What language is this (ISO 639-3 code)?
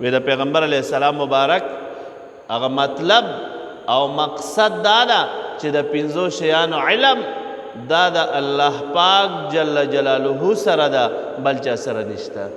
pus